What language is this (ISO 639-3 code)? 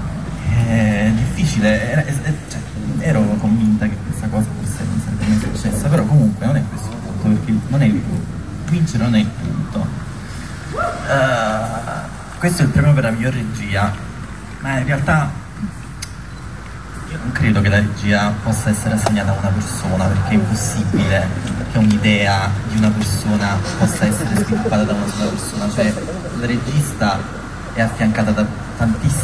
ita